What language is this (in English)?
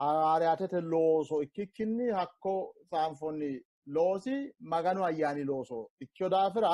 Sidamo